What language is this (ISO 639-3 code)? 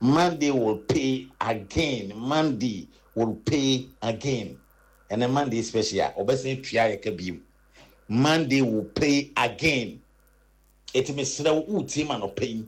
aka